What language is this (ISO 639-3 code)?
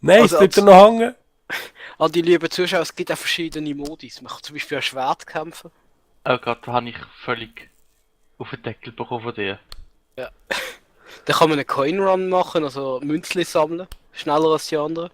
gsw